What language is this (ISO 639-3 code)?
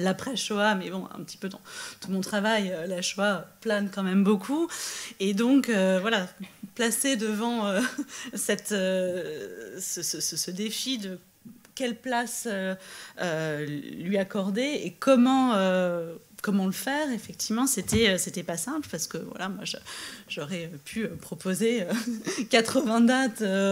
fra